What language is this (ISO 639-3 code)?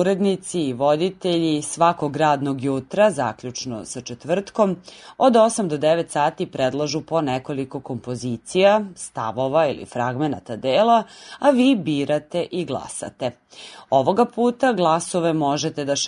srp